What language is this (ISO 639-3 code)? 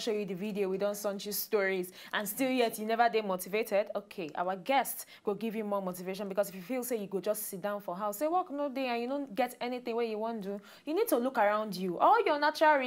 pcm